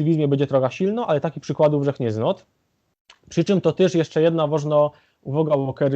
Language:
Silesian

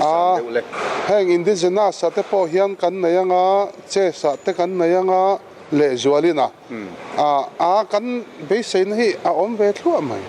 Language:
Mizo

